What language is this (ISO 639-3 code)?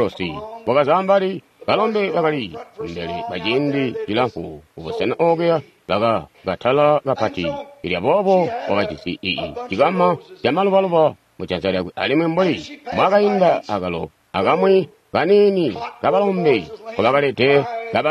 toi